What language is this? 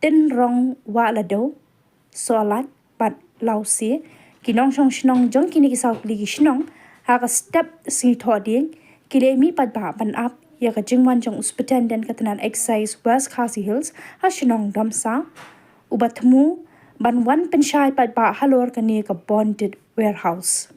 Khasi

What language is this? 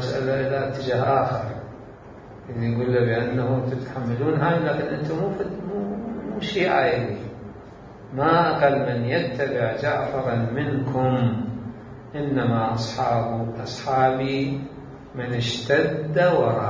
Mesopotamian Arabic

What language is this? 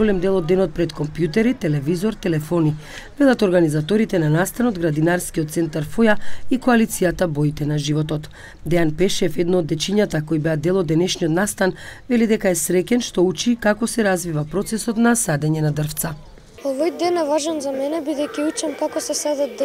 Macedonian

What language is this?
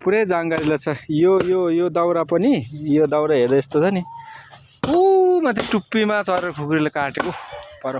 Nepali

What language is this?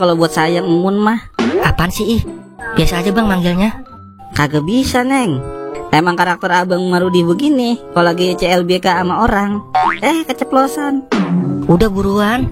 Betawi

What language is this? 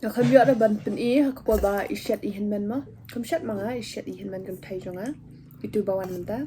Khasi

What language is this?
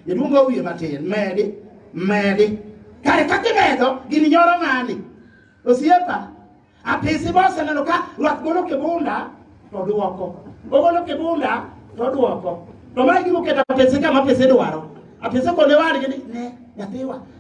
Luo (Kenya and Tanzania)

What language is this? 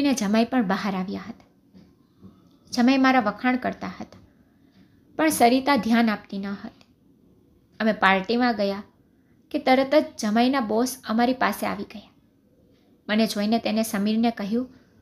Gujarati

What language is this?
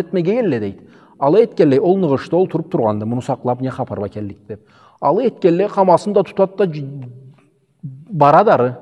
Karachay-Balkar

